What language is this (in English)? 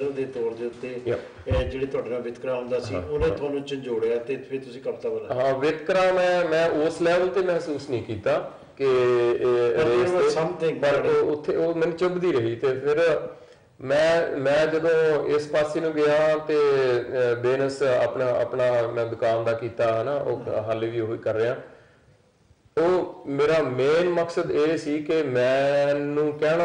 Punjabi